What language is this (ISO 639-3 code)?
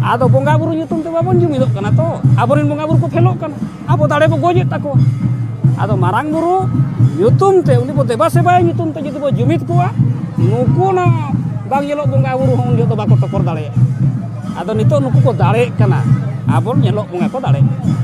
sat